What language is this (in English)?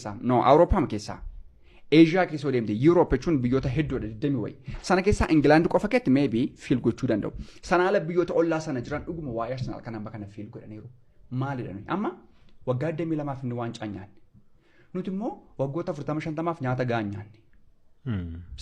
Oromo